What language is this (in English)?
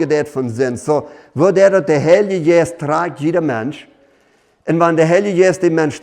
Plautdietsch